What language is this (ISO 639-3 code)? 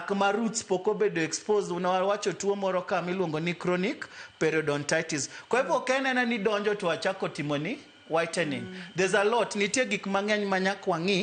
luo